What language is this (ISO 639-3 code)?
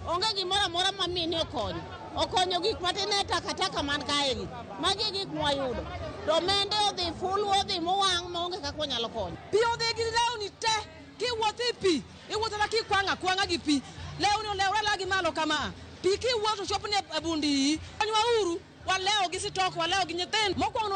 luo